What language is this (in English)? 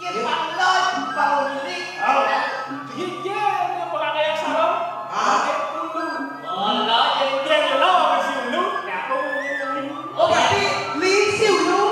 Balinese